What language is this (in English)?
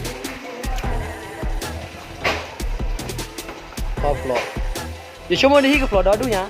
S'gaw Karen